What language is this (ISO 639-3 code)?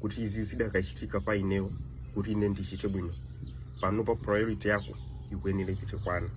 nya